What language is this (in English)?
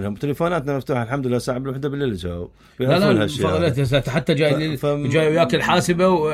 Mesopotamian Arabic